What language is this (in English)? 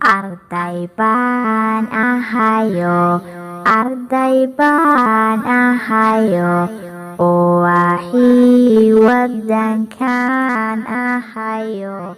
Somali